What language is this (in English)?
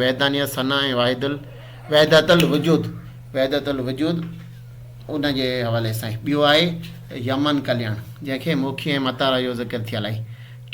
Sindhi